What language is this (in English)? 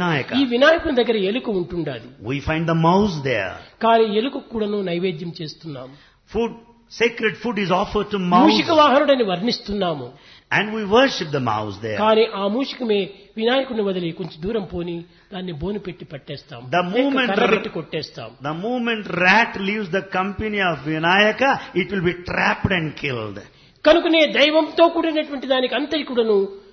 Telugu